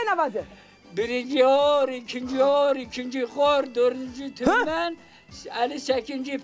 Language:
Zaza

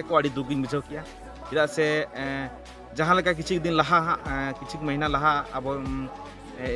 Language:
Santali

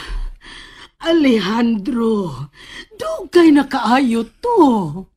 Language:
Cebuano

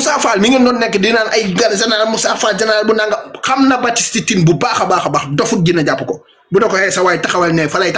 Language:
Wolof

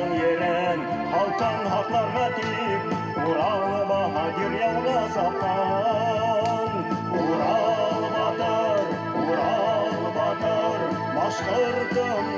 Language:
Bashkir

